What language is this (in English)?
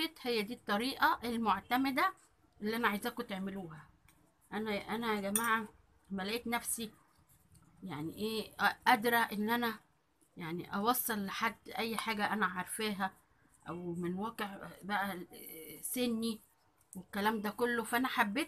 Egyptian Arabic